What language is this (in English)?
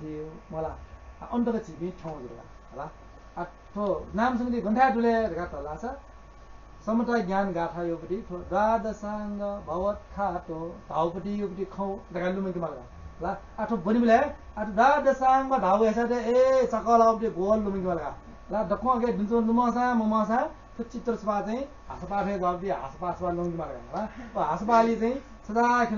Newari